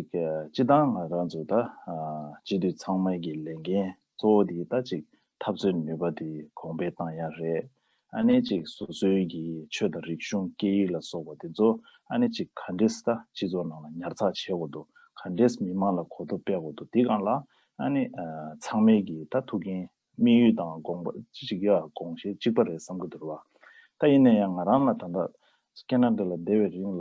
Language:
Tibetan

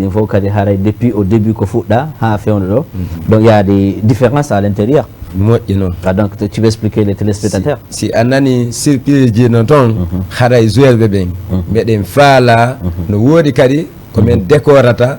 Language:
Fula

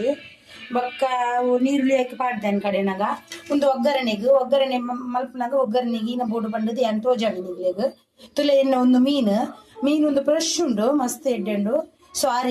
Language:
Tulu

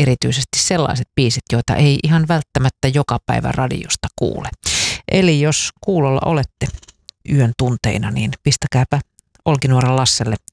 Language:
Finnish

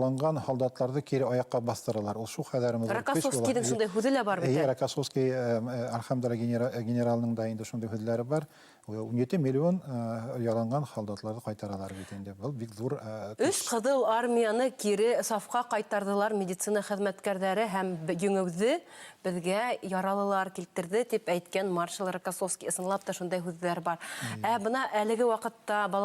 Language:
Bashkir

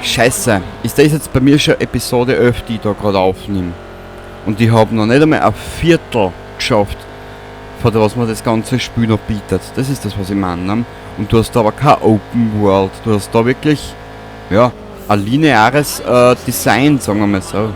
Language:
Bavarian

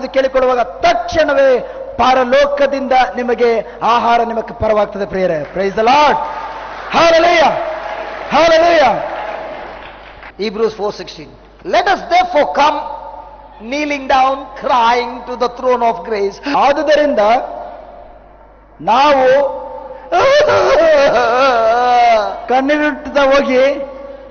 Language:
Kannada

